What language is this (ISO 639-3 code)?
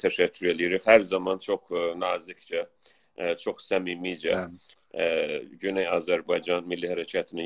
azb